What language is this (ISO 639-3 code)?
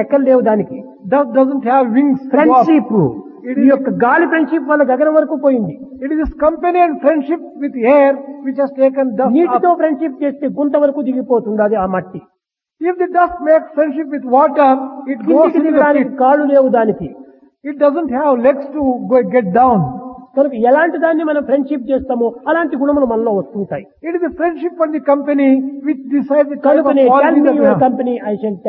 tel